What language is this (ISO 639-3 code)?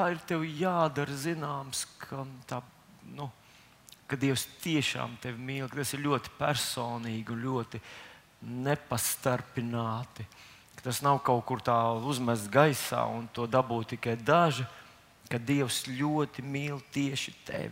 lav